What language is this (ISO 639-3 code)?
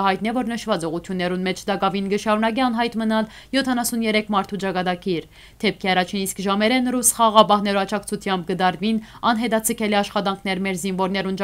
hyw